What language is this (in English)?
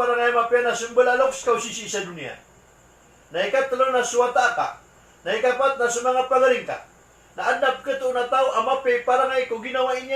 Maranao